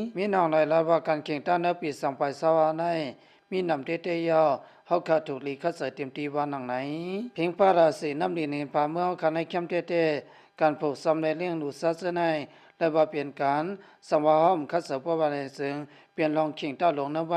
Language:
Lao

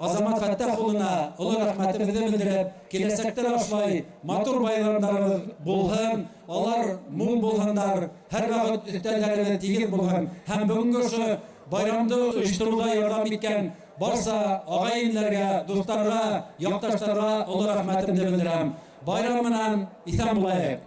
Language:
Bashkir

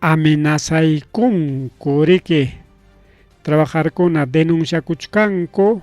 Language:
Ayacucho Quechua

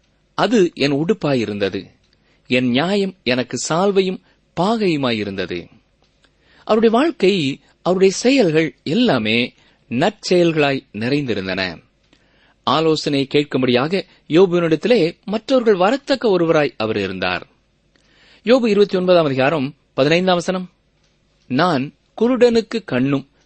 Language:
Tamil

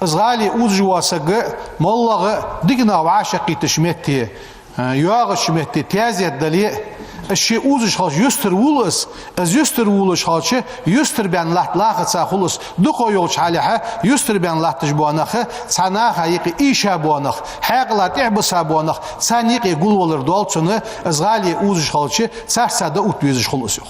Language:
Ingush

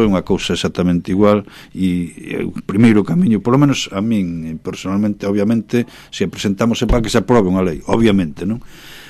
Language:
Galician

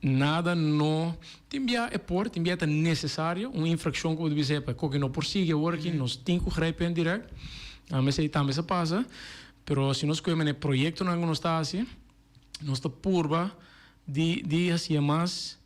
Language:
Papiamento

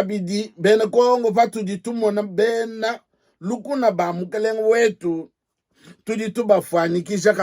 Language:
Luba-Lulua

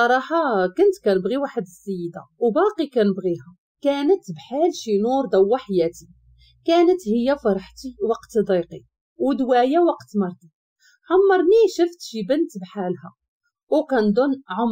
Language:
Moroccan Arabic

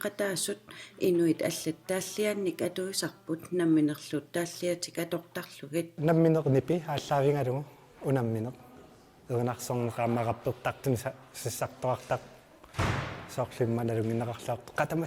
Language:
Kalaallisut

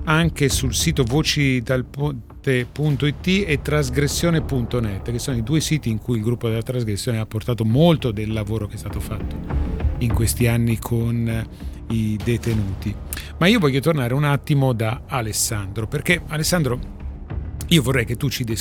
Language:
Italian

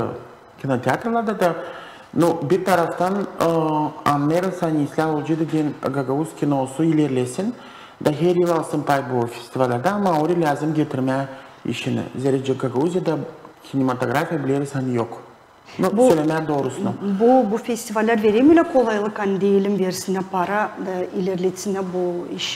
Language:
Gagauz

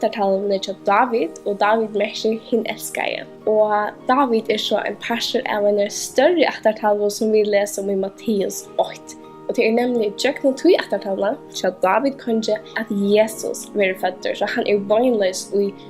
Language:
Faroese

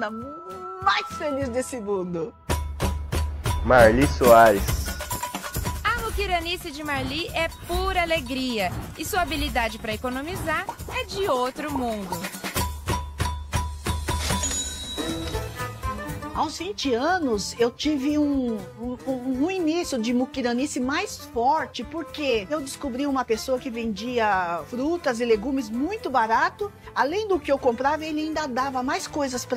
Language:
Portuguese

